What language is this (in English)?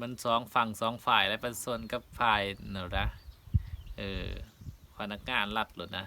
Lao